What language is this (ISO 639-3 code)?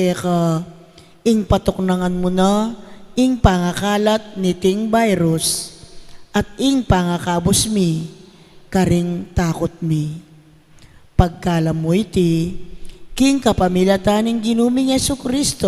pam